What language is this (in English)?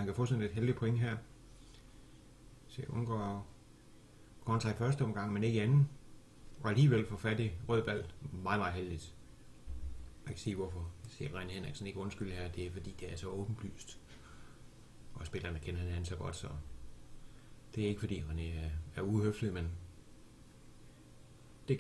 Danish